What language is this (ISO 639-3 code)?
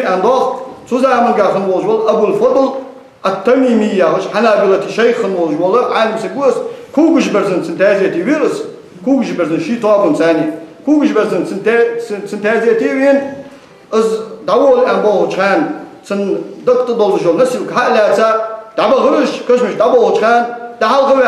inh